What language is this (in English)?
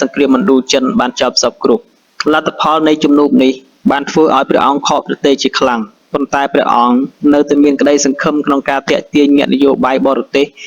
Khmer